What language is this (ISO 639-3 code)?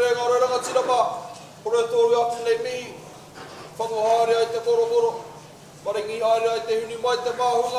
mri